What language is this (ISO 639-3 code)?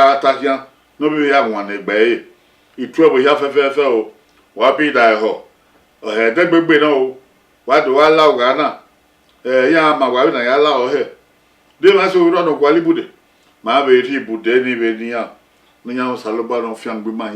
bin